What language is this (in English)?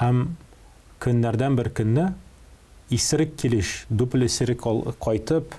Tatar